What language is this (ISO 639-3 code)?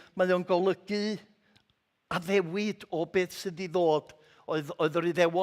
cym